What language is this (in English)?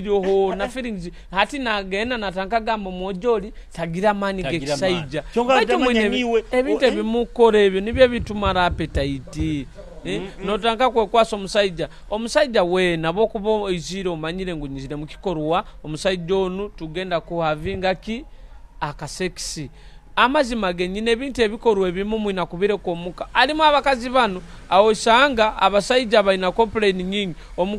Nyoro